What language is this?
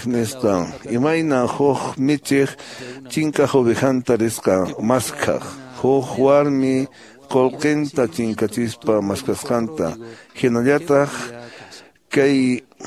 Quechua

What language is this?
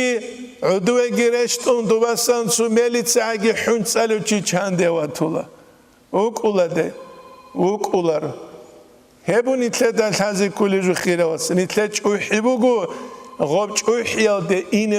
Avaric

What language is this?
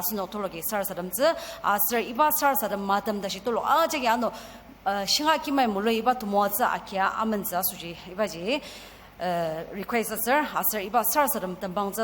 Ao Naga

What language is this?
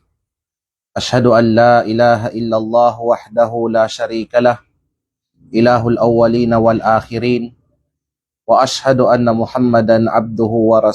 Kalagan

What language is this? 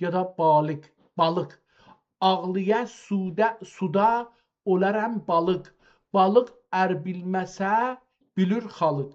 South Azerbaijani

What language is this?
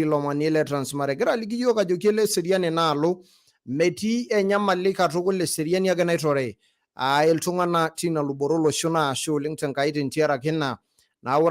Masai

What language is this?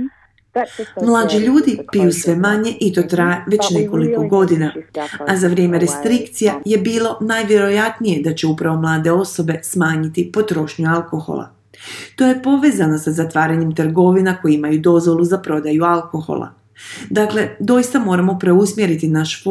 Croatian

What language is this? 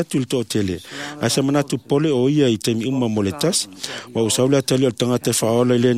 Samoan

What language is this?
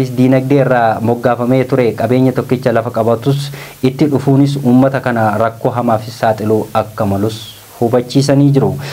Oromo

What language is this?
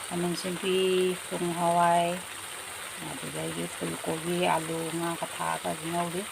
Manipuri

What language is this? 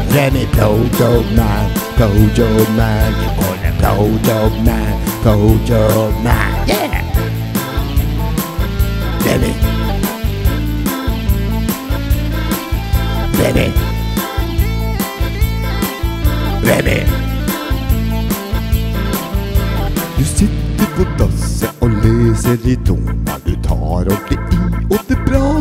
Norwegian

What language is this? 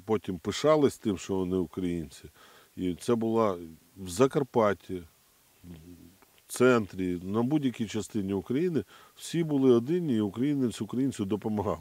Ukrainian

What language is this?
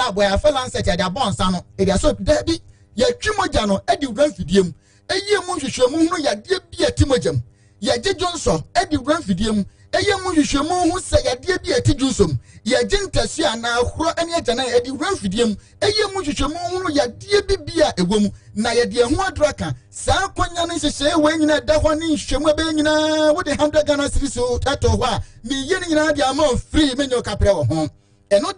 Akan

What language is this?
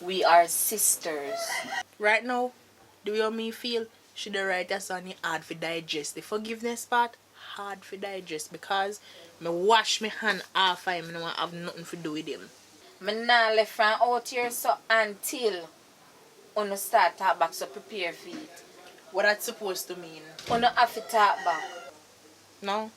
Jamaican Creole English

